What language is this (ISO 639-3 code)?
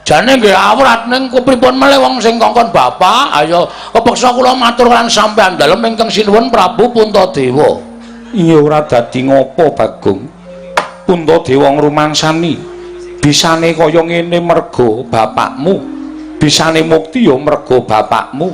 jav